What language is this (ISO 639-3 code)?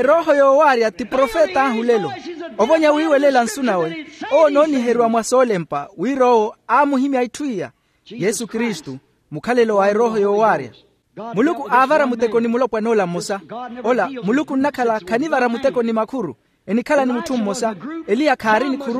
vmw